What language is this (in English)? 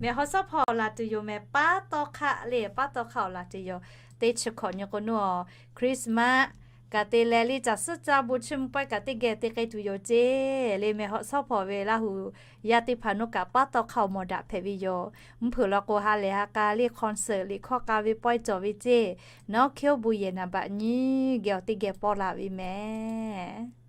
Lahu